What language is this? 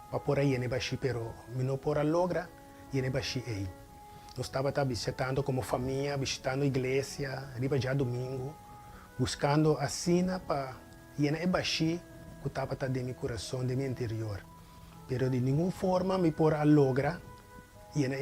Papiamento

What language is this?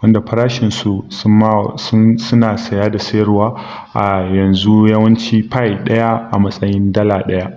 Hausa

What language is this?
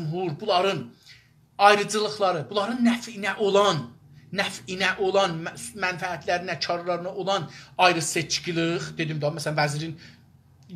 South Azerbaijani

